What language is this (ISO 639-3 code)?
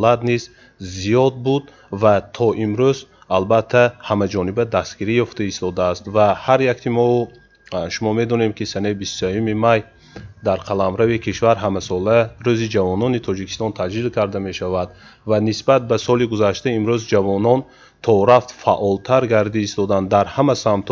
tgk